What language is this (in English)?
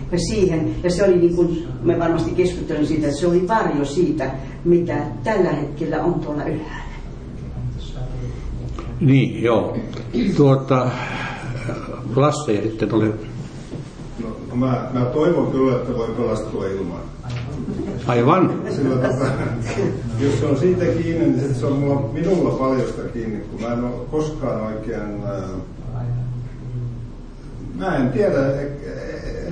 Finnish